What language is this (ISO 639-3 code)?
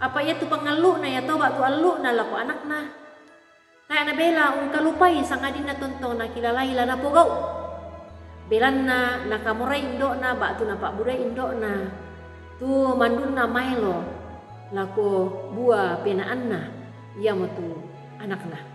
sda